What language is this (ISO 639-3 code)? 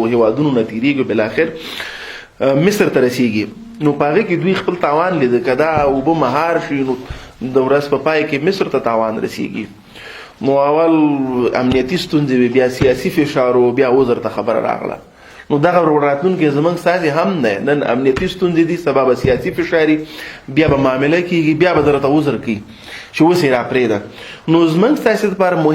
pus